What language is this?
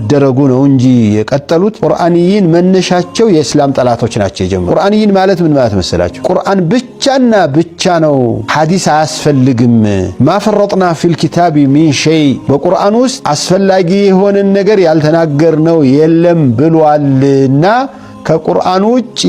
Amharic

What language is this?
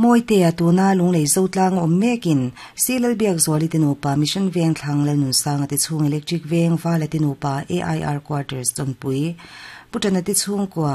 Mizo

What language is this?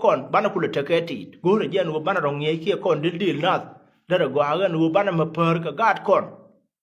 Nuer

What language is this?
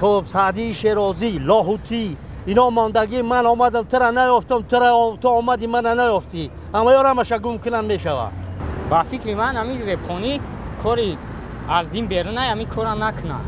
Tajik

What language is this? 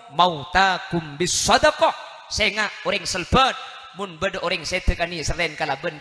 Madurese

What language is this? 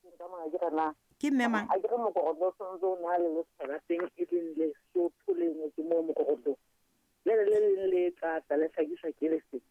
Southern Sotho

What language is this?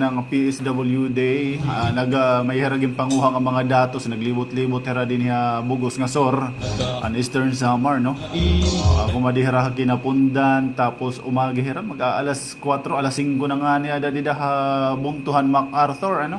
Waray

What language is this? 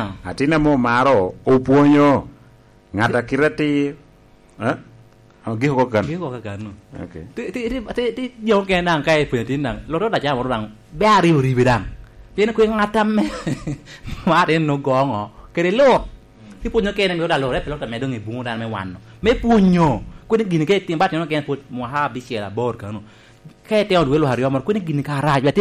Lango (Uganda)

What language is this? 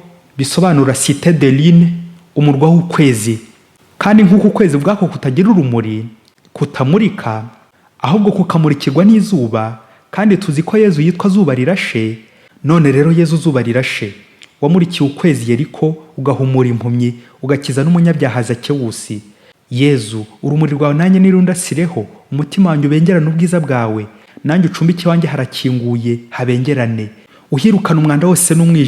Kinyarwanda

